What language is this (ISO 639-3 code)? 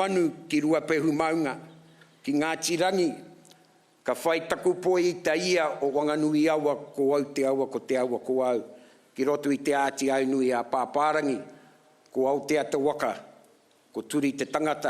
mri